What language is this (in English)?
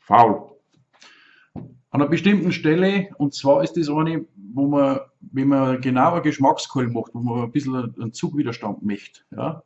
Bavarian